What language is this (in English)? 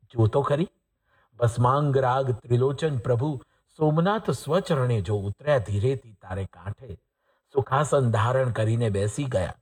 Gujarati